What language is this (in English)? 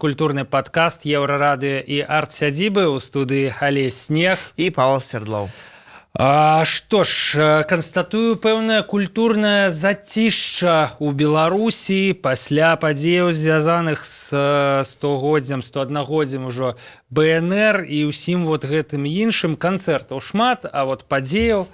Belarusian